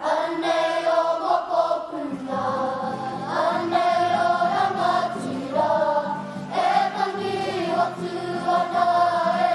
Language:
Māori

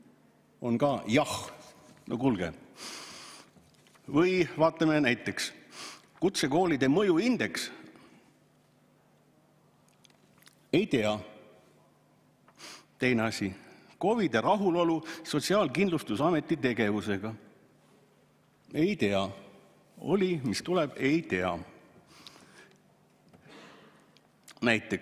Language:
Estonian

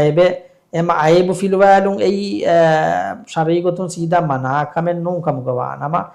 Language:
Divehi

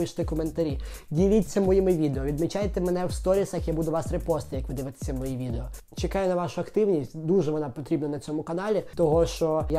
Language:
Ukrainian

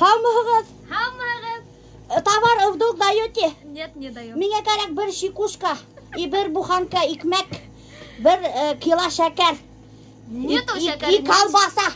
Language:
Bashkir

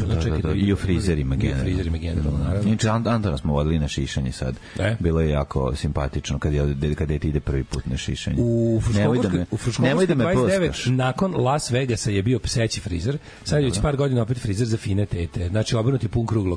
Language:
Serbian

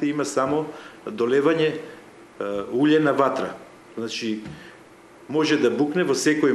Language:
Macedonian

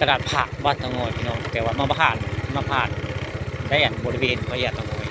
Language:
Northeastern Thai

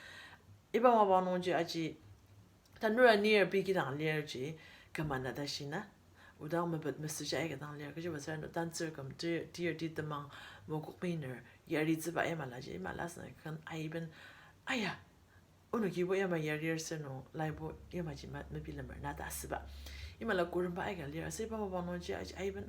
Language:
Ao Naga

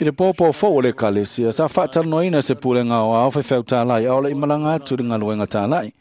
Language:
Samoan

